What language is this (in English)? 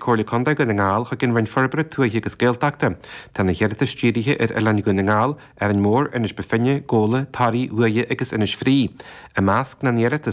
Irish